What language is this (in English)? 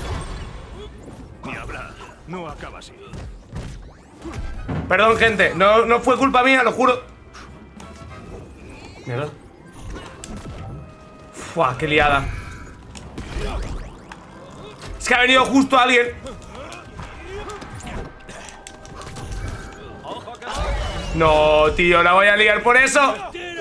Spanish